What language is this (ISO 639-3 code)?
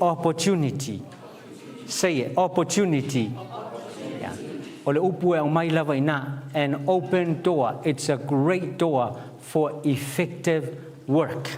smo